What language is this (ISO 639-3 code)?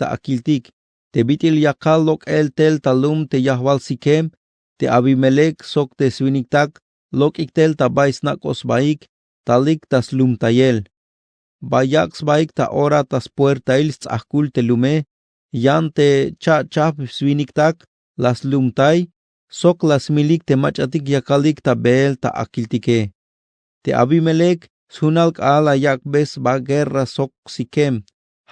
tzh